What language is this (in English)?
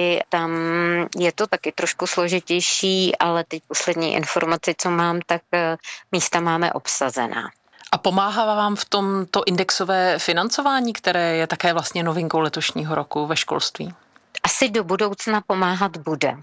Czech